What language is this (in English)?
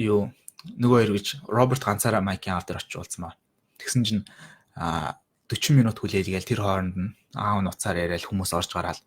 Mongolian